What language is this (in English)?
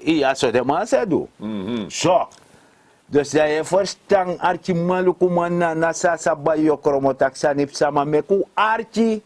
Sranan Tongo